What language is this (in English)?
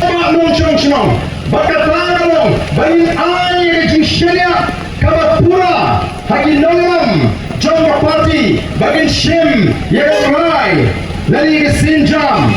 Khasi